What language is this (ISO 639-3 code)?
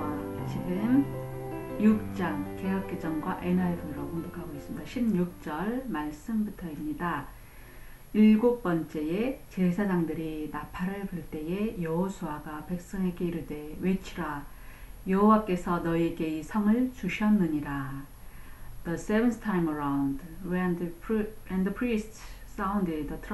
kor